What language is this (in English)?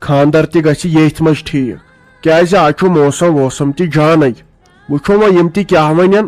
Kashmiri